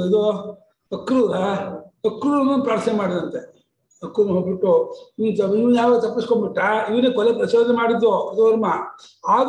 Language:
Kannada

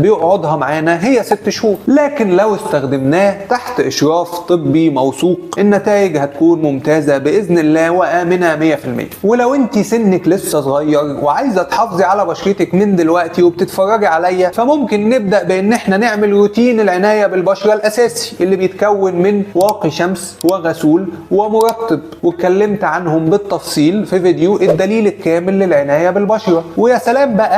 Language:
Egyptian Arabic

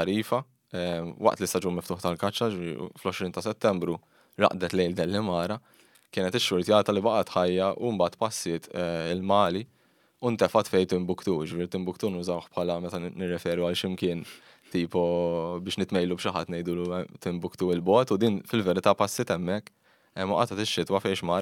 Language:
Maltese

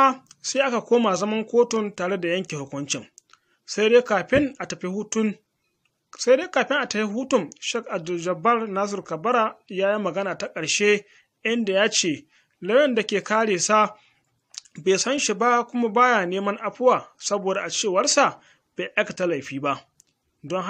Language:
Hausa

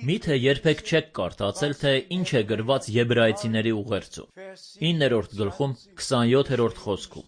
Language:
Armenian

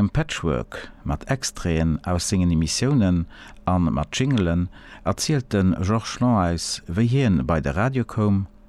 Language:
Luxembourgish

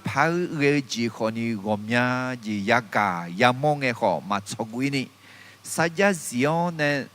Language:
Akha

